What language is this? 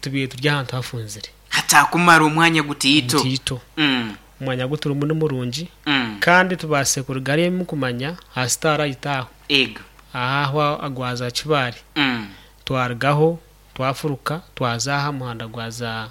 Nyankole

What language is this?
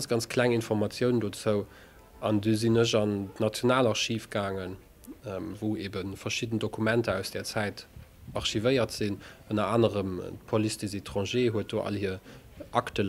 Luxembourgish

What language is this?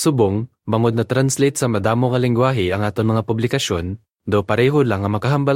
Hiligaynon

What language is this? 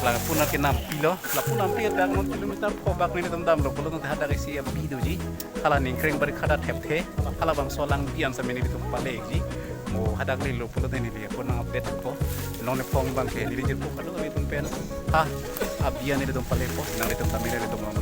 Karbi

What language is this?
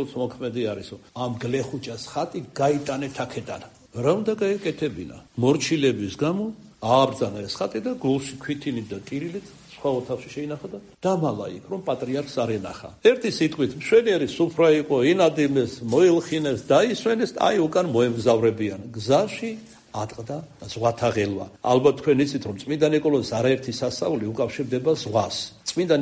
Georgian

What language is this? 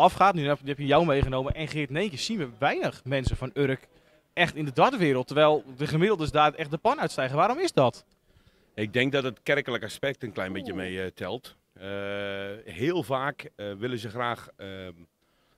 Dutch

